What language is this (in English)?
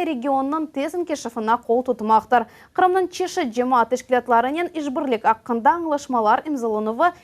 Crimean Tatar